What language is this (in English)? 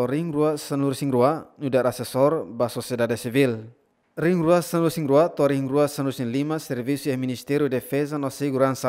Tetum